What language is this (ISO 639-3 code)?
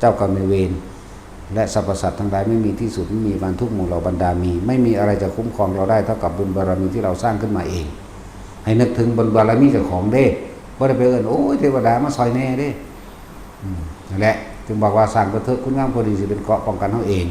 tts